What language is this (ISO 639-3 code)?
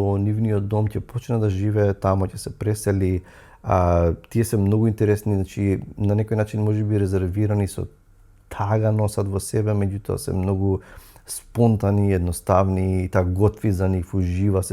mkd